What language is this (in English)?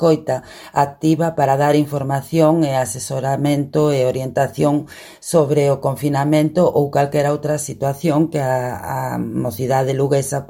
Galician